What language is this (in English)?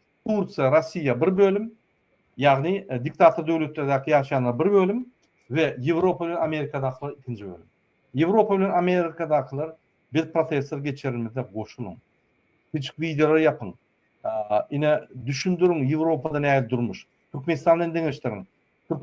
Turkmen